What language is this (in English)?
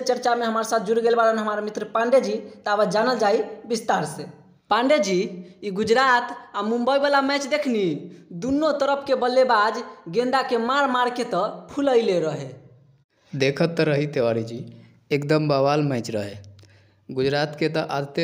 Bhojpuri